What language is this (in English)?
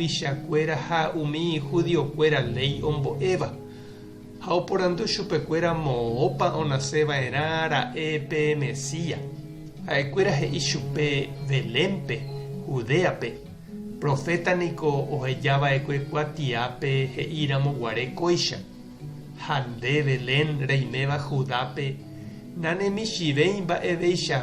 Guarani